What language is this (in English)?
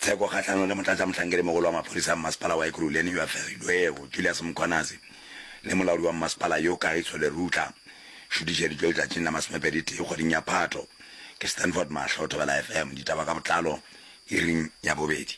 Northern Sotho